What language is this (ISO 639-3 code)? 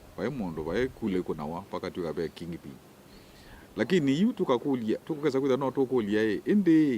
kam